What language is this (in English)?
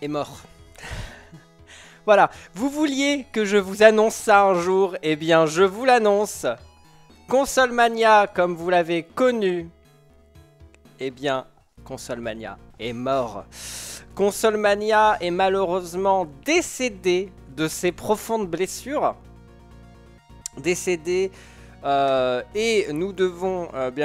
French